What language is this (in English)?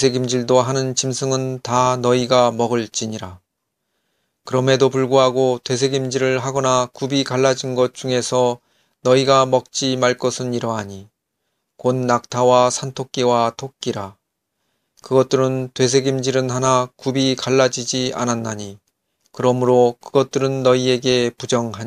Korean